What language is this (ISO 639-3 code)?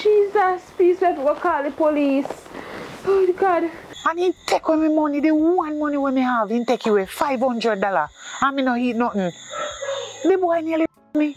jam